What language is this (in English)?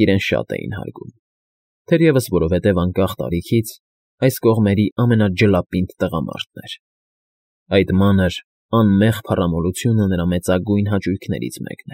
Armenian